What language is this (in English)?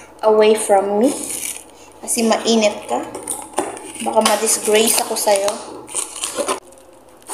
Filipino